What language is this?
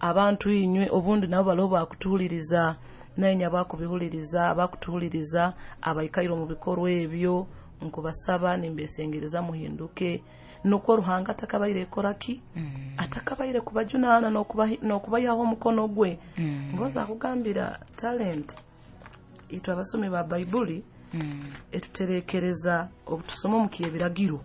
Nyoro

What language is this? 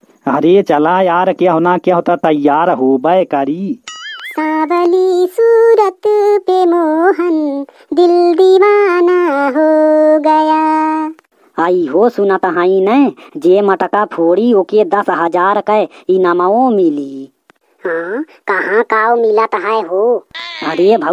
Bhojpuri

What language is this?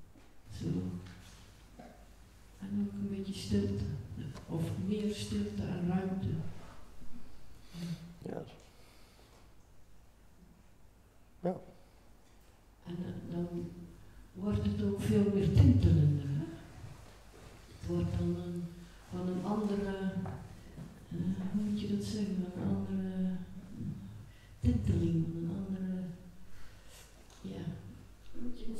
Dutch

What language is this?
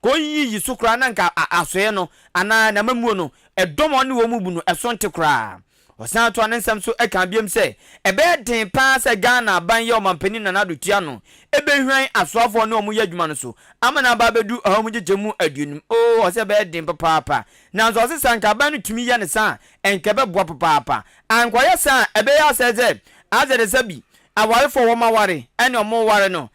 Akan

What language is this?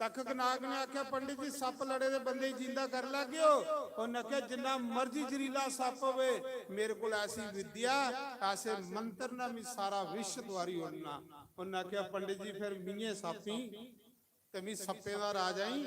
Dogri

